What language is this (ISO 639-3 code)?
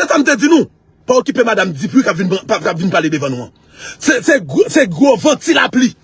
hat